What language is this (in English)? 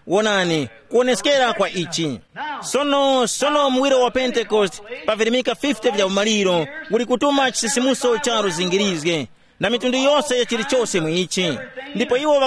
Tumbuka